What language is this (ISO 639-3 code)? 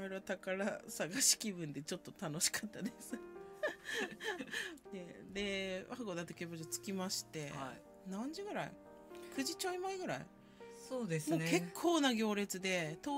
jpn